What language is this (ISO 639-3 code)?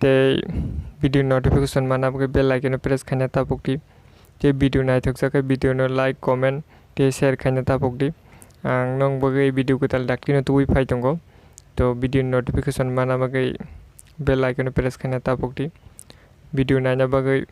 trp